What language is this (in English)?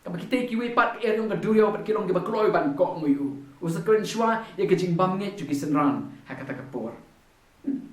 Khasi